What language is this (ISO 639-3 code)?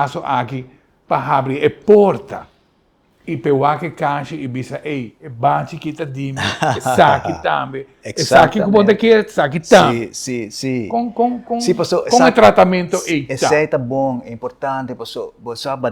pap